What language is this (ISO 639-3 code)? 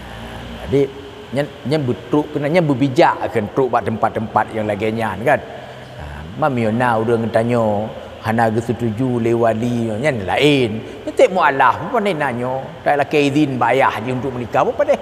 ace